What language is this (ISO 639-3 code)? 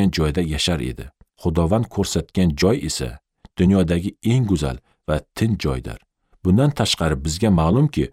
uzb